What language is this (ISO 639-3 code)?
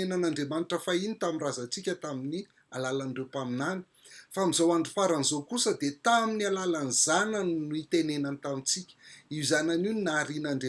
mlg